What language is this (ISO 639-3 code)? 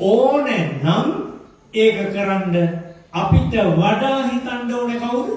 sin